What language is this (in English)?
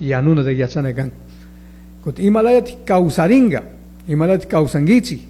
Chimborazo Highland Quichua